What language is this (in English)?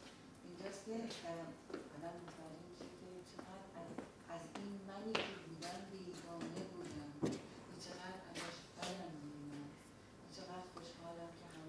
Persian